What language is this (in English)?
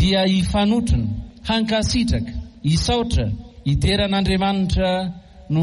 Malagasy